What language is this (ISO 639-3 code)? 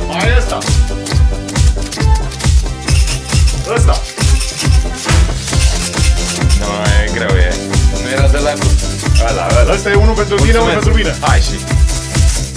ron